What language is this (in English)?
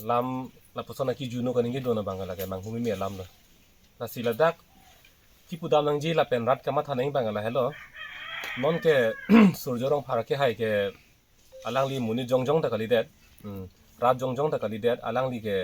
Karbi